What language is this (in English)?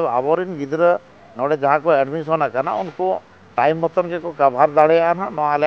Santali